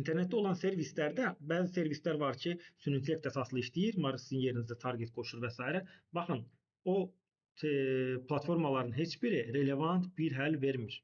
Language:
Azerbaijani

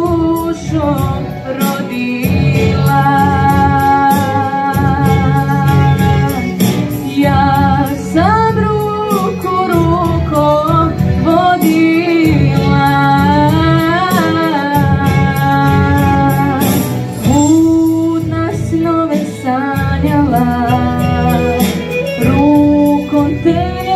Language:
Bosnian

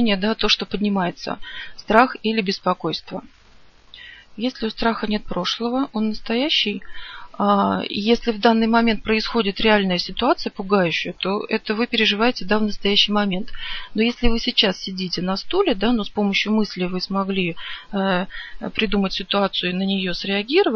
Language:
Russian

